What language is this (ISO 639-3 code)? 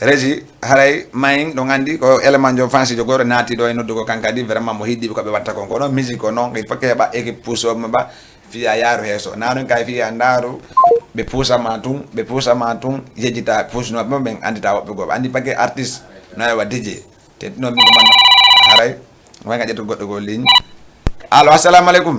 ful